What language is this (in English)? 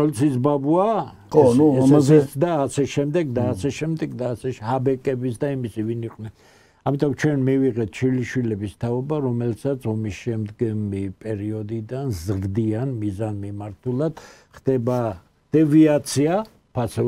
Georgian